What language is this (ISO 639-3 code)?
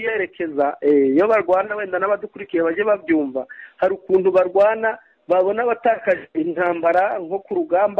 kin